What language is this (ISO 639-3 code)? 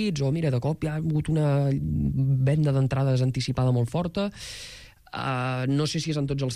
cat